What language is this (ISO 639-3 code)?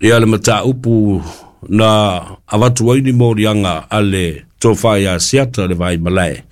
smo